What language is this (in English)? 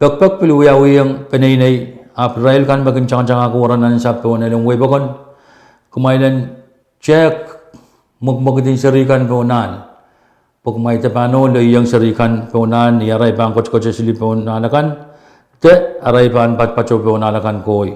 Pohnpeian